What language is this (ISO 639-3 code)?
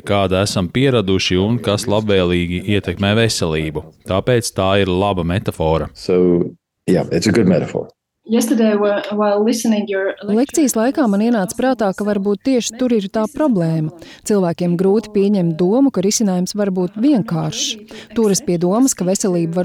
lav